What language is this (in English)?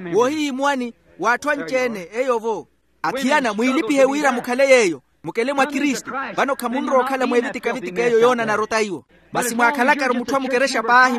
Makhuwa